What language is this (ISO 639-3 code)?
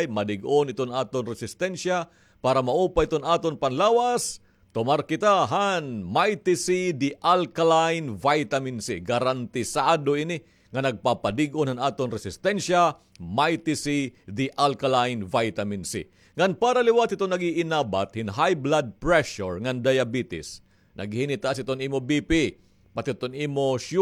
war